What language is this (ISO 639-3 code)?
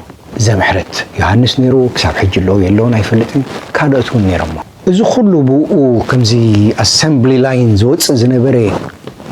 tir